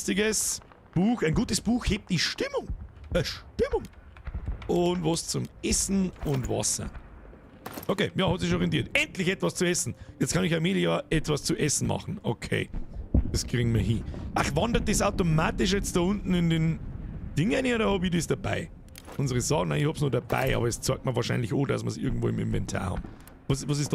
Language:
Bavarian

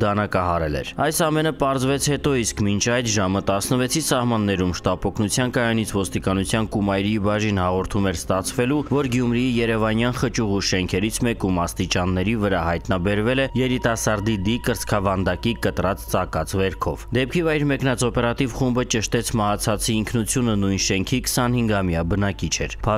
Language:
Armenian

